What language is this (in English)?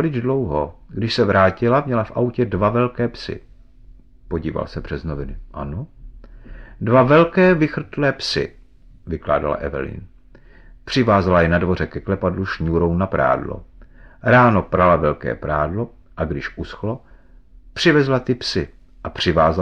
Czech